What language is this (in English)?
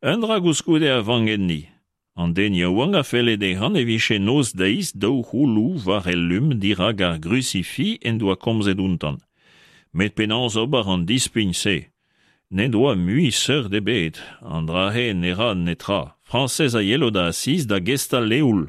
Breton